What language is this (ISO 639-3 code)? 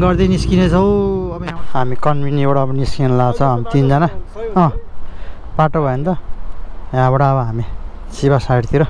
nep